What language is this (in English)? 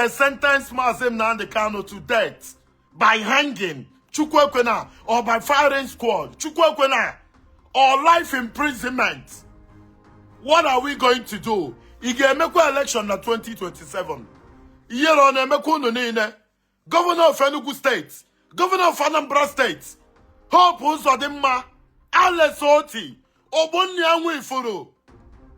Igbo